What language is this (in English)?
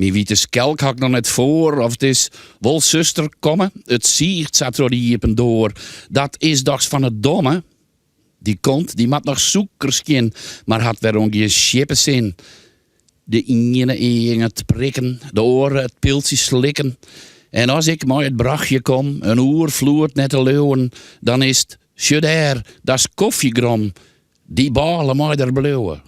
Western Frisian